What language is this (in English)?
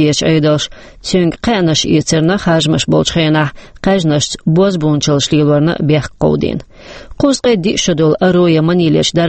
Chechen